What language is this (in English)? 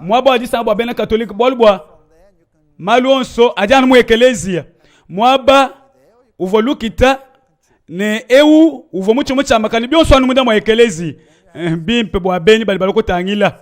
Luba-Lulua